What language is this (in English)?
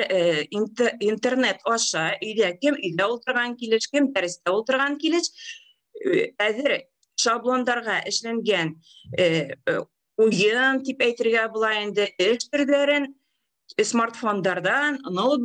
Bashkir